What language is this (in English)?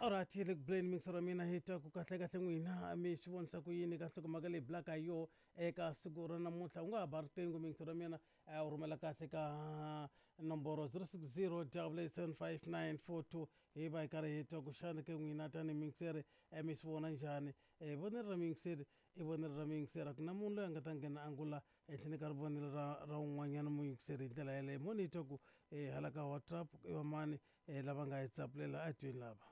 Tsonga